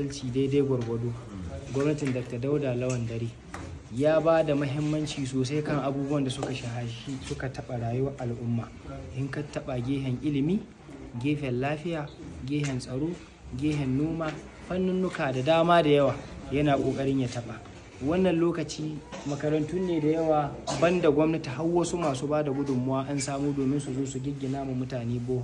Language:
Hausa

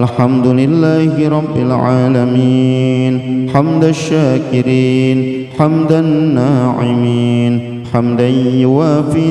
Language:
Arabic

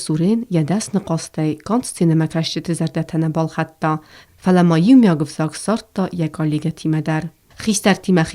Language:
Ossetic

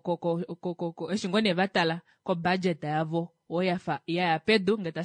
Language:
Kuanyama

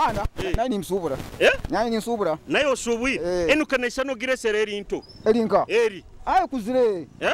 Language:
Nyoro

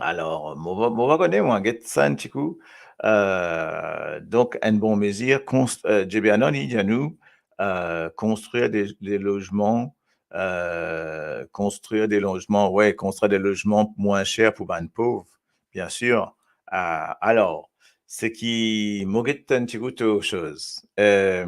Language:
Morisyen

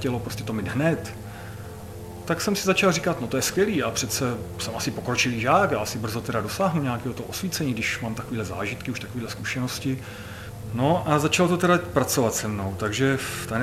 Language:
Czech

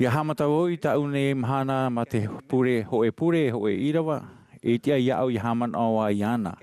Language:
Tahitian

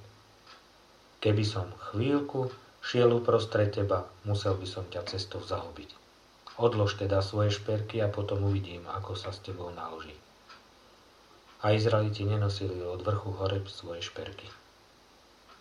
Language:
Slovak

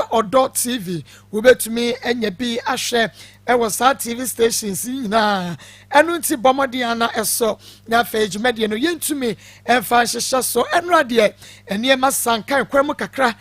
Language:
Akan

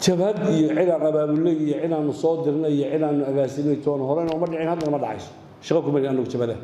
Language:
Somali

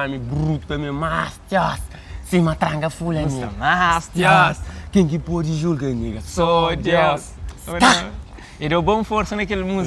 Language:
Kabuverdianu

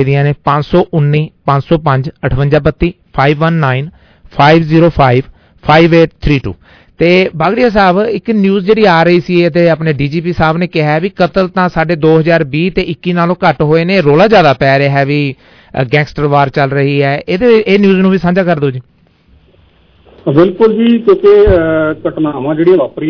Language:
Punjabi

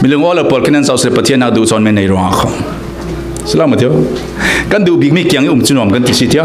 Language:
Falam Chin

